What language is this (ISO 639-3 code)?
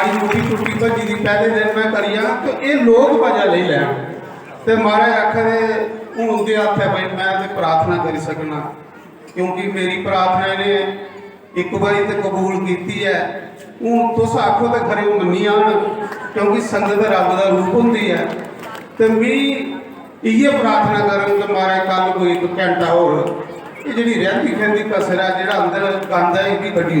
doi